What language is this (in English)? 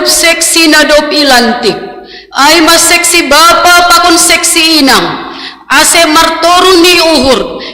Batak Simalungun